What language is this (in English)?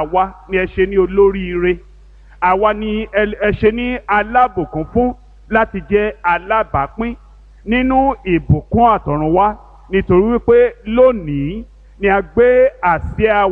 Yoruba